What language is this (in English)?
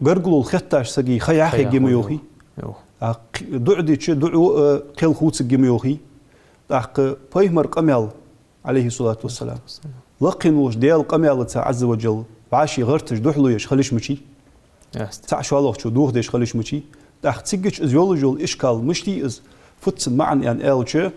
Ingush